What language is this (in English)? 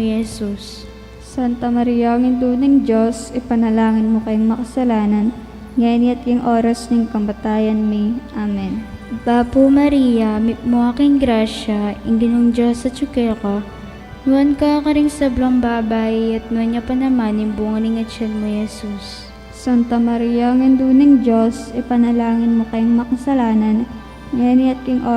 Pampanga